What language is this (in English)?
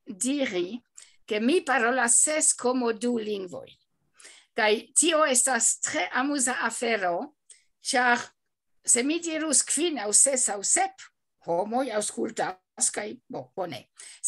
Esperanto